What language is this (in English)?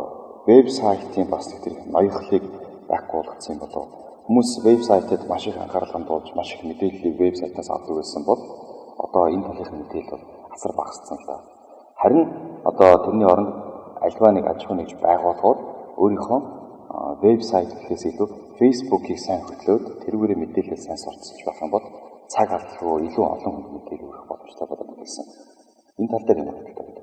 Mongolian